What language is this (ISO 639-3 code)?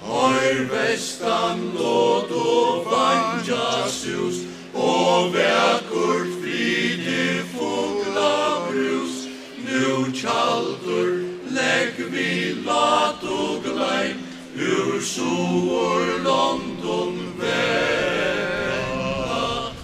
fao